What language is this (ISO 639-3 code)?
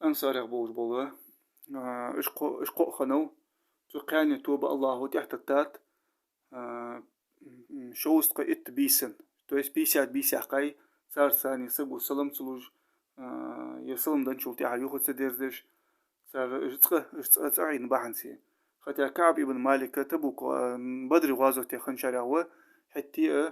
inh